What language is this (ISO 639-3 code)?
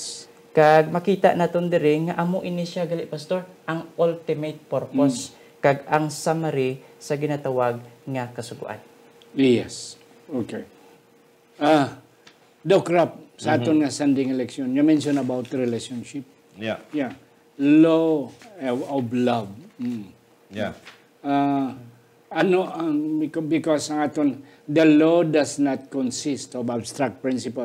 hil